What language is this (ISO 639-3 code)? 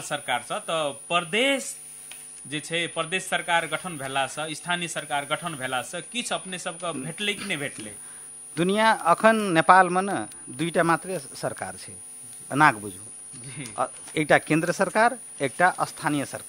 mai